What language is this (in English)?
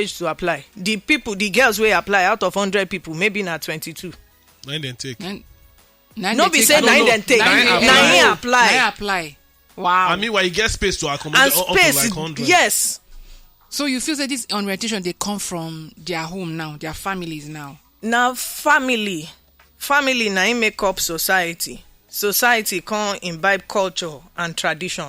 Nigerian Pidgin